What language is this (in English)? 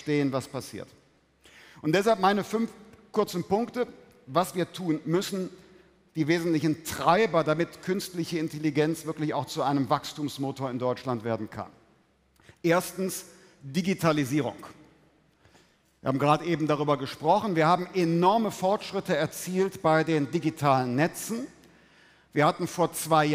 German